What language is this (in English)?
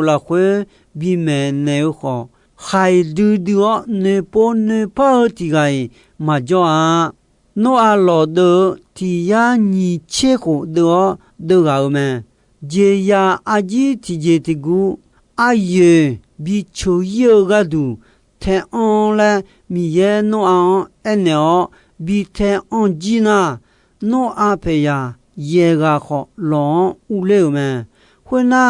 Akha